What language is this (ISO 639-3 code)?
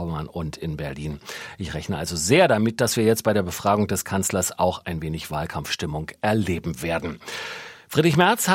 deu